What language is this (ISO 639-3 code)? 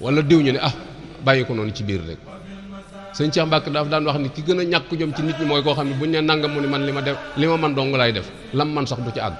wol